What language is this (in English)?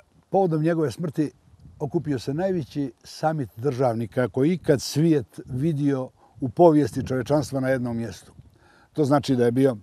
Bosnian